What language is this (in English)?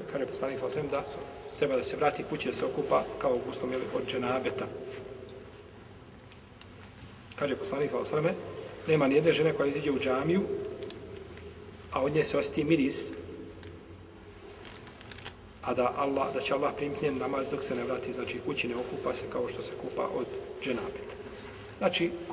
Bosnian